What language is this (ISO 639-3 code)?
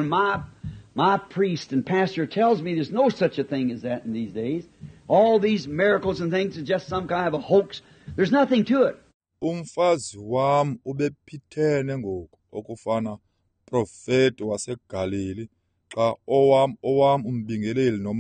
xho